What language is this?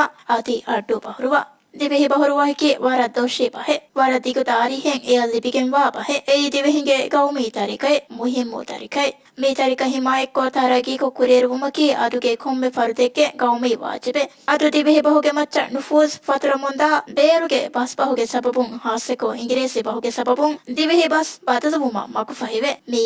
Divehi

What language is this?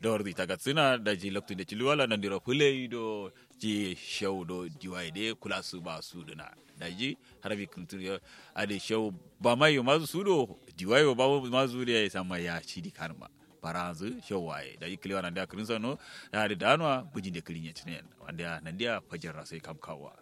Kanuri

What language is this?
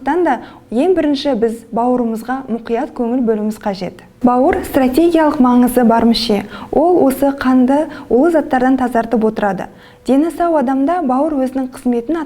Kazakh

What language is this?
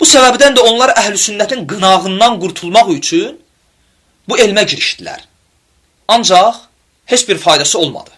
Azerbaijani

